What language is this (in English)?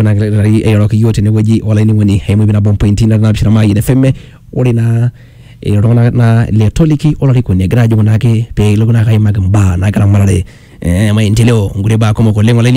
Swahili